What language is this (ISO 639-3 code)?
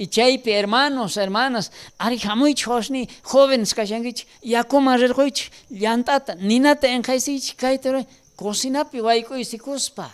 quh